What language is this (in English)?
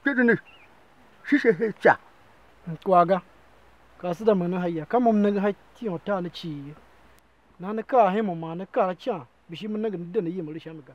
Tiv